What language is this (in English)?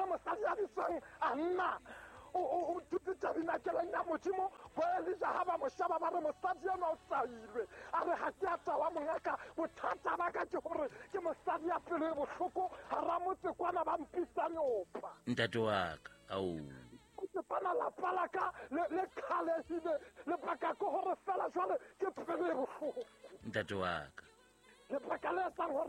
Southern Sotho